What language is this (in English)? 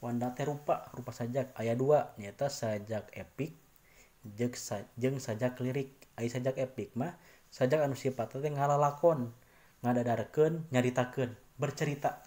Sundanese